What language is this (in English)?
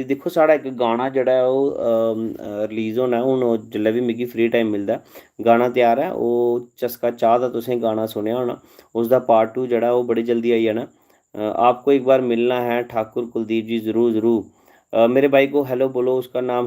Dogri